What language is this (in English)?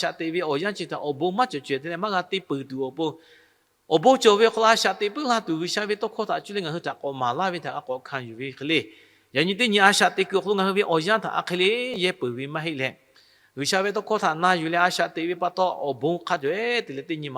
Lahu